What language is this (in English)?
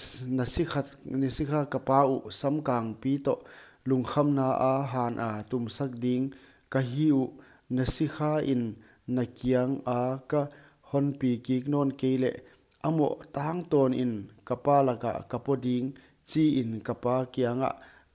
Paite Chin